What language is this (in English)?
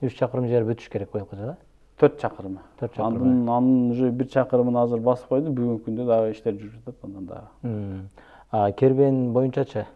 Kyrgyz